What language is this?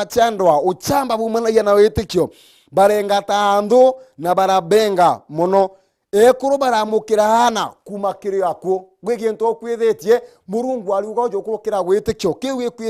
Meru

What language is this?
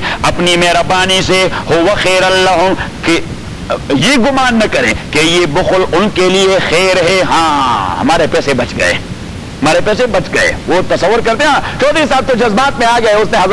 Urdu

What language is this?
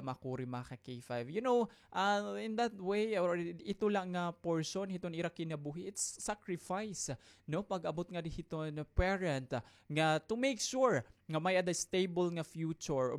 Waray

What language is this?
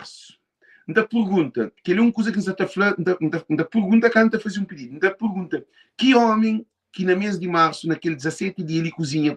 Kabuverdianu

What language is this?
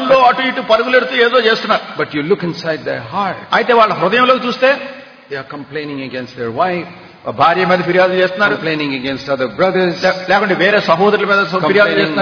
Telugu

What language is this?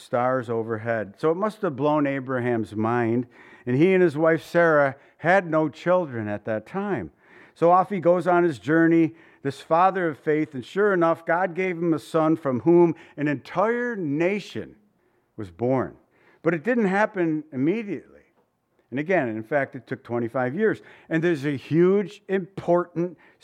English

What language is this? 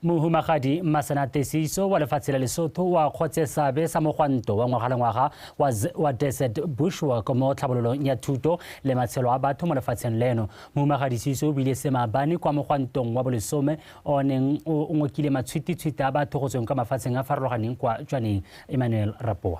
Tswana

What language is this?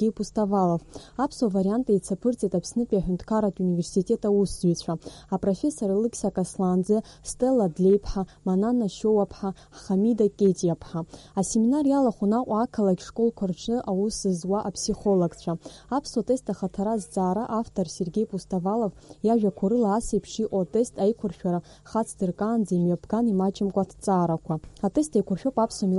Abkhazian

